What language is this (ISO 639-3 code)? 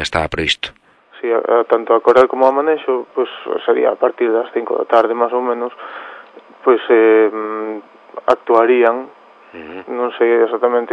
glg